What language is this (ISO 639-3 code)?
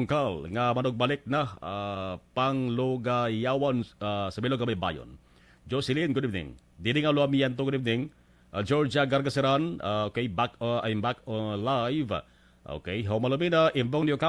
hil